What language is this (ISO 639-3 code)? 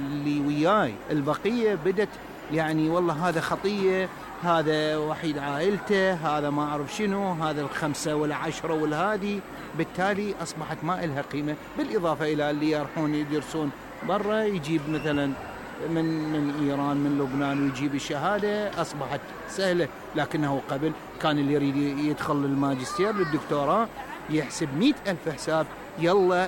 acm